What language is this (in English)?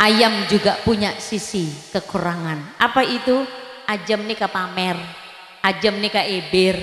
Madurese